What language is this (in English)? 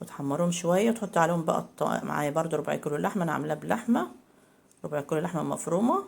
Egyptian Arabic